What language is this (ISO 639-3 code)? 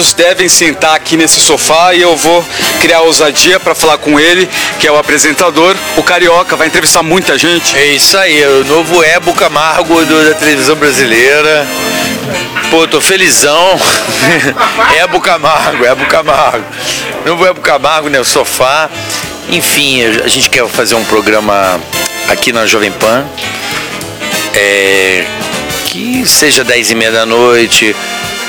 por